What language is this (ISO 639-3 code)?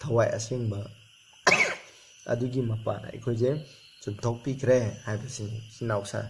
mni